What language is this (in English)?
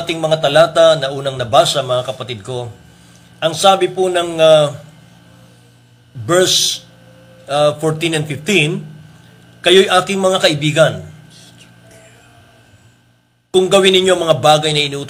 Filipino